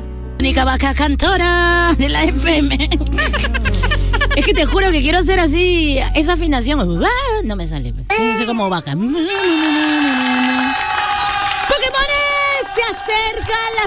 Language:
Spanish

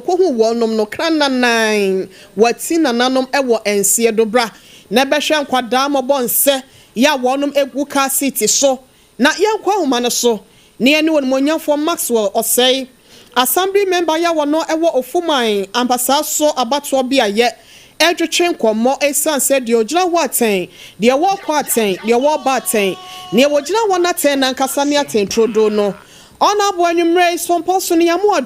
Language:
Akan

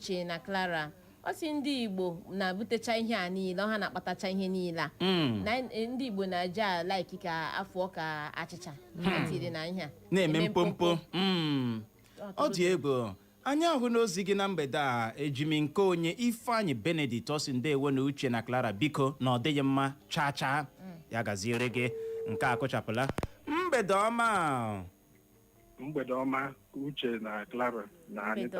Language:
Igbo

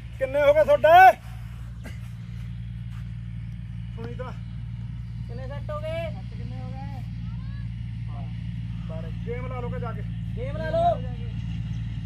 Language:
Punjabi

